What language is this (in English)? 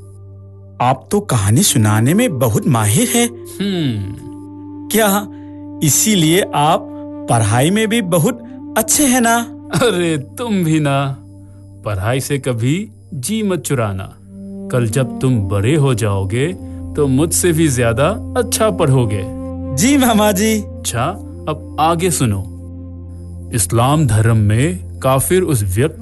Hindi